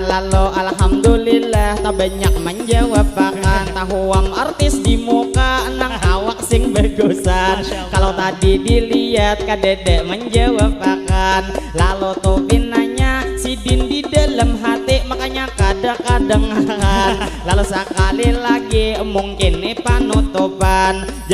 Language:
Banjar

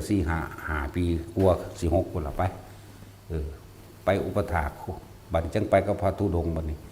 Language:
Northeastern Thai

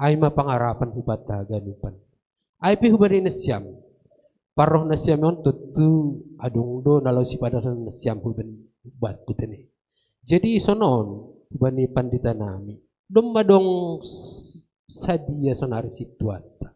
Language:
Batak Simalungun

